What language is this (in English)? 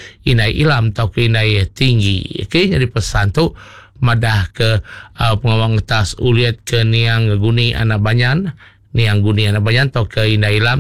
Iban